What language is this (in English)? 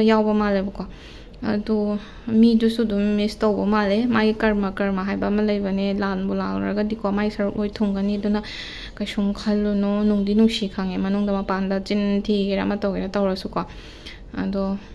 Manipuri